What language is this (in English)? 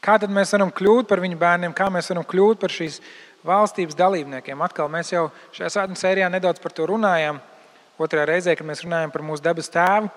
Latvian